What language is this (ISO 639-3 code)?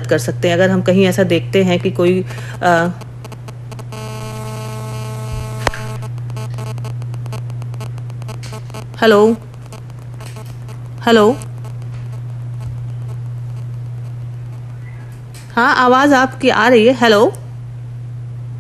hin